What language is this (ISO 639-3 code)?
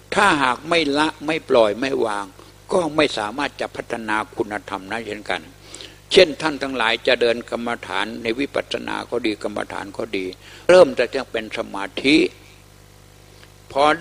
tha